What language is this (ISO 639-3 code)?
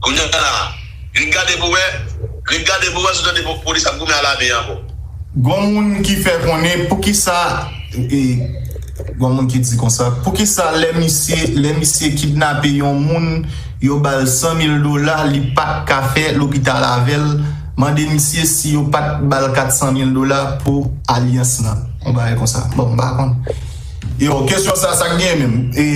hat